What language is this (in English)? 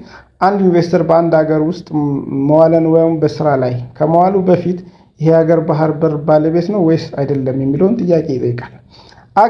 Amharic